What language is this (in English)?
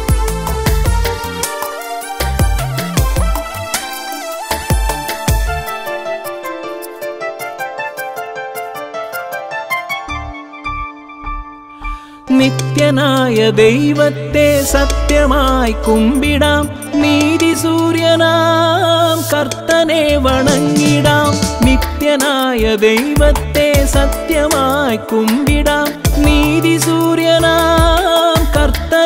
Malayalam